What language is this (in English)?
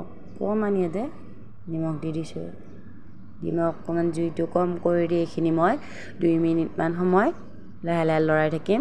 Assamese